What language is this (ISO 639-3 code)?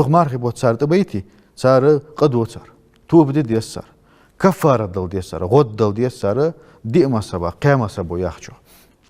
inh